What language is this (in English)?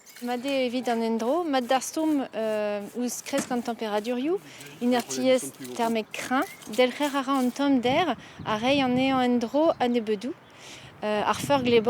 Breton